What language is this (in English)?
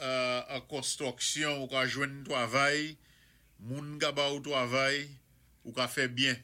Saint Lucian Creole French